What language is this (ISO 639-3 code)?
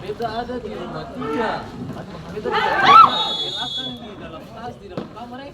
abs